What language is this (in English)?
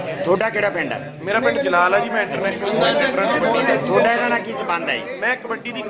Punjabi